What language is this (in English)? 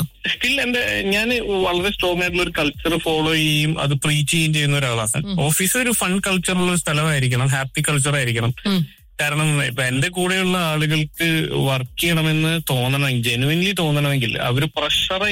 Malayalam